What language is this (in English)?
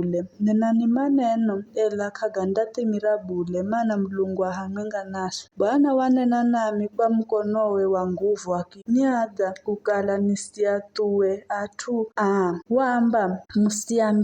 Giryama